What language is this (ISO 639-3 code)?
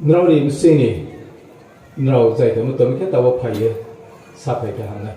ria